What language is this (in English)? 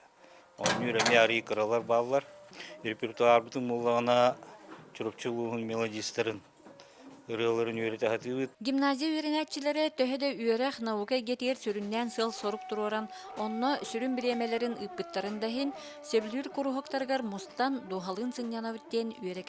Yakut